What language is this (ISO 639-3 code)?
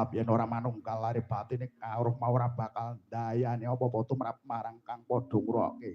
jav